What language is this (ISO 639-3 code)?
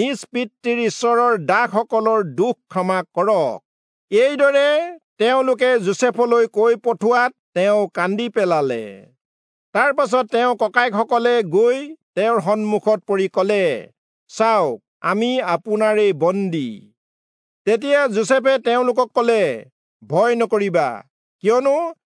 asm